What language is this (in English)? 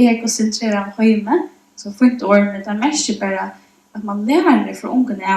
Faroese